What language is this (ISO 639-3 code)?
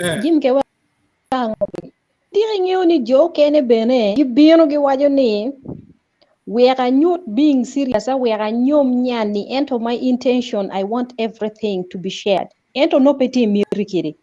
ach